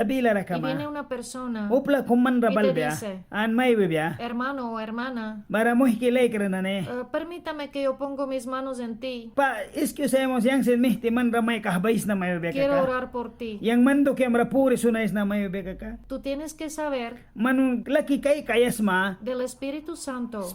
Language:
Mískito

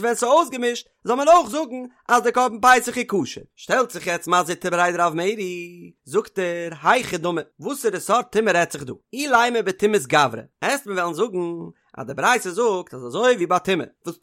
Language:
Yiddish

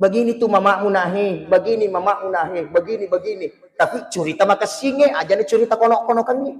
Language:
Buginese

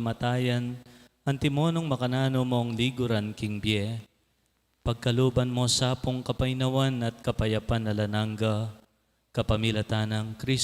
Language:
Pampanga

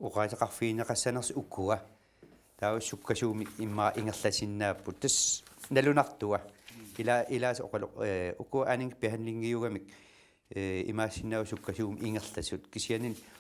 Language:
Kalaallisut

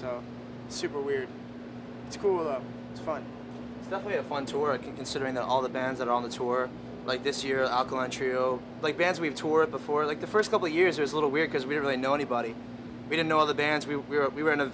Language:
English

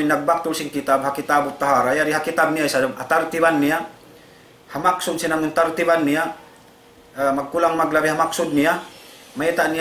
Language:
Tausug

